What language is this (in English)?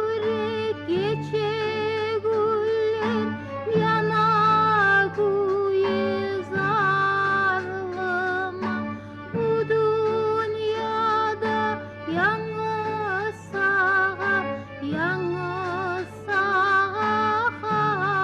Kumyk